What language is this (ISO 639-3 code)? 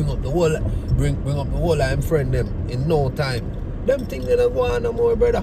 jam